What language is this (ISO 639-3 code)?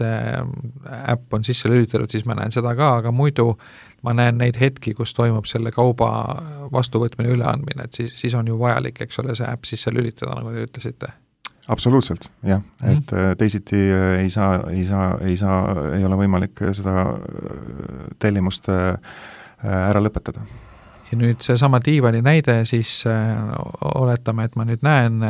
est